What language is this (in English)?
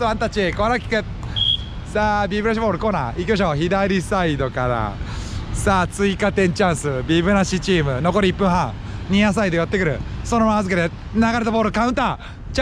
Japanese